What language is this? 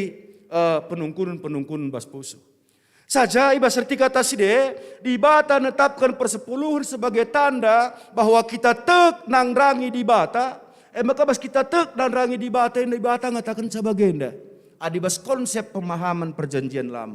Batak Karo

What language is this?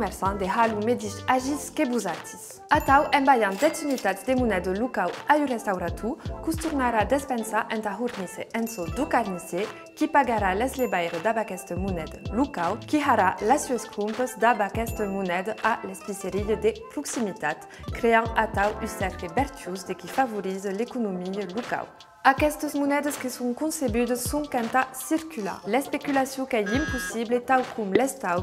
Occitan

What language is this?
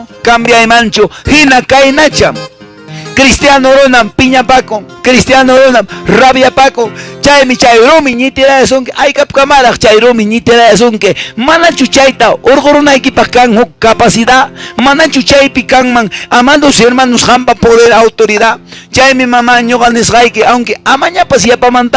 Quechua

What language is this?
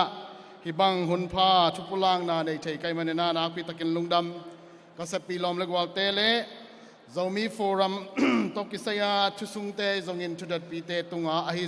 Tedim Chin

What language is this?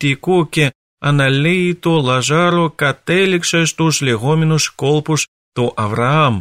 Greek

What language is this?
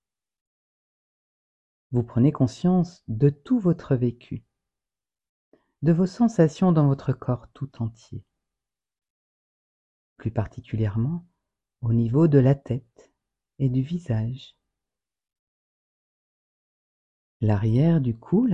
French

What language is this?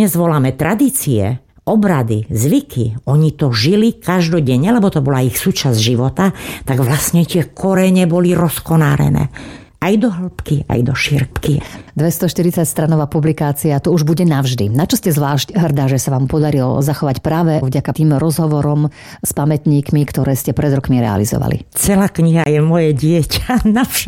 Slovak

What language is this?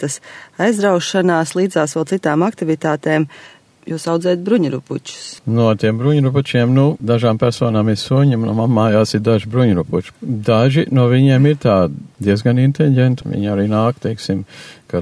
Latvian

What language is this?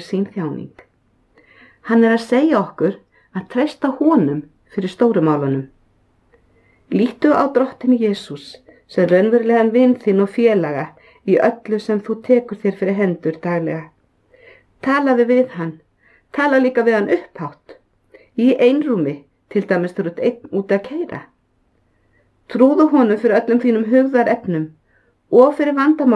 Icelandic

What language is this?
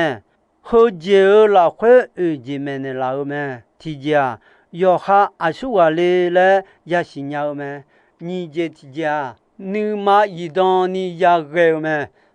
Akha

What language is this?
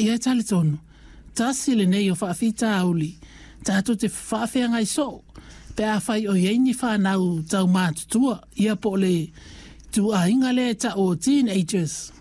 Samoan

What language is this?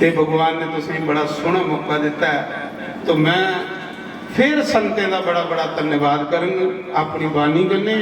Dogri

